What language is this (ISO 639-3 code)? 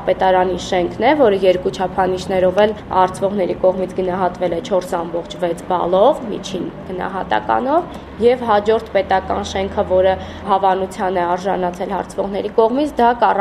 hye